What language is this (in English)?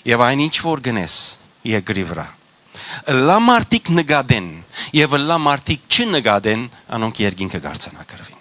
Western Armenian